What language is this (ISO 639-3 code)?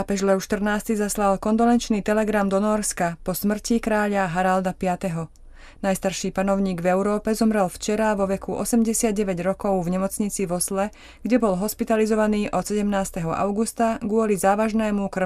slk